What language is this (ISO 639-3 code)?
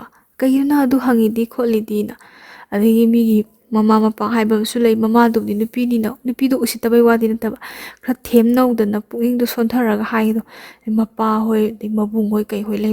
mni